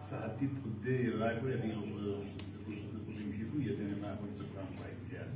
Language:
Kabardian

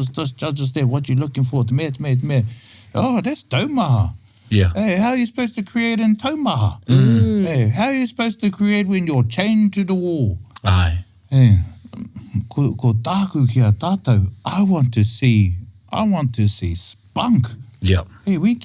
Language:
Māori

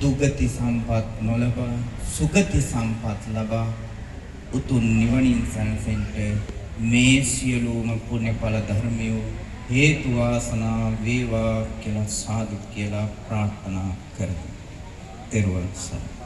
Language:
Sinhala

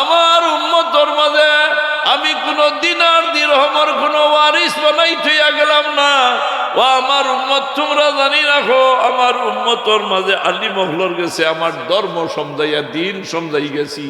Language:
Sylheti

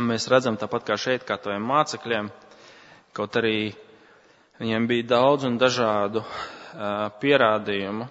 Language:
Latvian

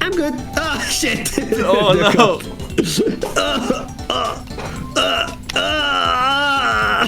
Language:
Faroese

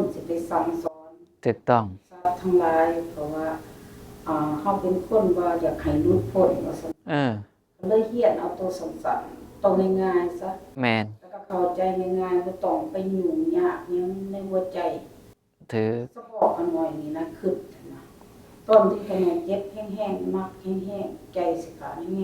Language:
Northeastern Thai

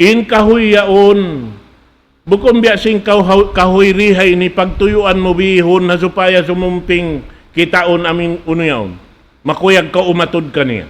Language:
Tausug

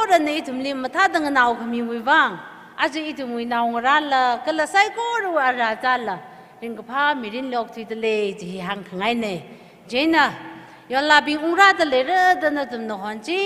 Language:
Tangkhul Naga (India)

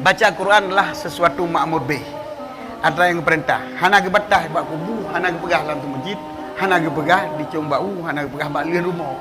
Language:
Achinese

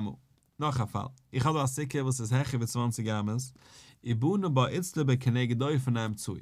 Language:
Yiddish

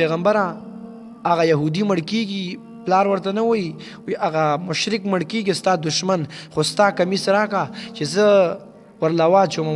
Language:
Pashto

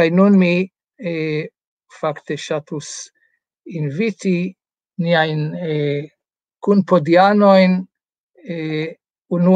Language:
Esperanto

